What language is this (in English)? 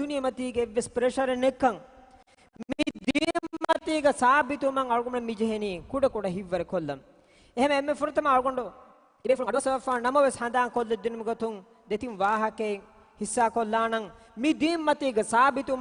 Divehi